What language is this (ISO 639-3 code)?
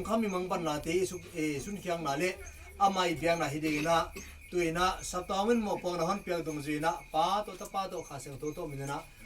pck